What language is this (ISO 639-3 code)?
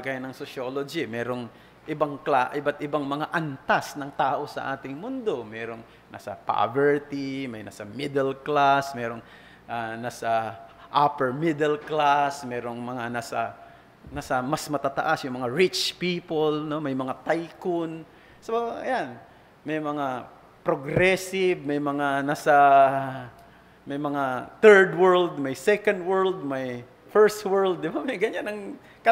fil